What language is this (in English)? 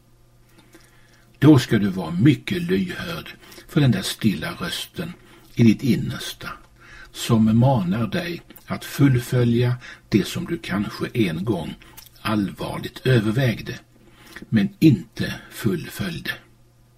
Swedish